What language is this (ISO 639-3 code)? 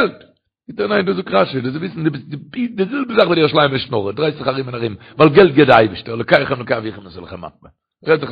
yid